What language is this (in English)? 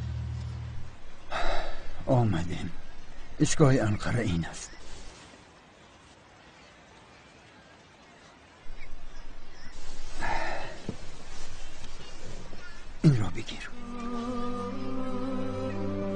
Tajik